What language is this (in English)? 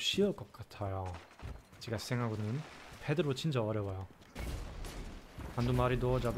Korean